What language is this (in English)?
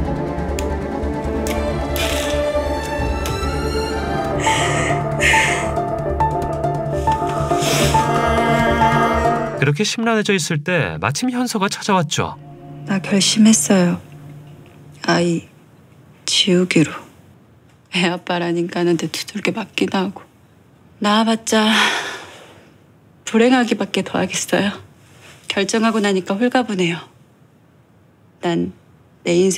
Korean